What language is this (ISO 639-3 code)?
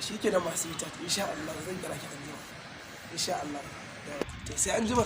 hau